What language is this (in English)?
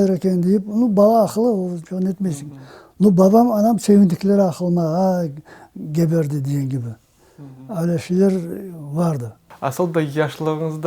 Crimean Tatar